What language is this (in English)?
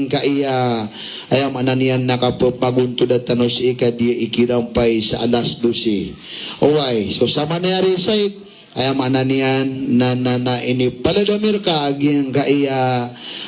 Maranao